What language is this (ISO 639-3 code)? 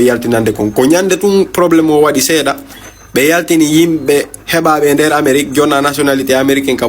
ful